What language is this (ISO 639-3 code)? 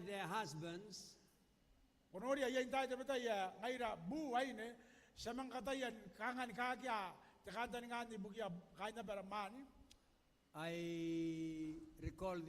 gil